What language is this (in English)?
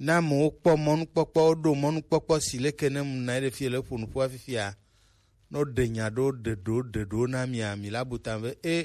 Gen